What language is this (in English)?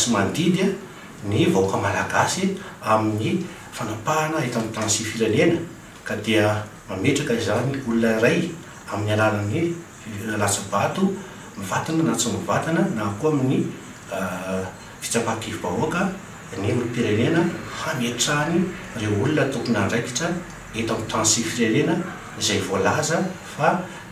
Malagasy